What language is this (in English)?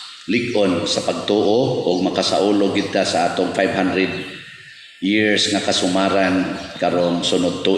Cebuano